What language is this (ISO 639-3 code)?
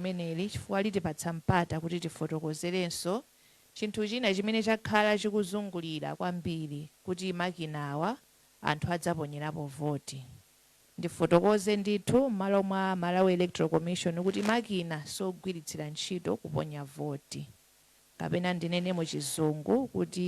nya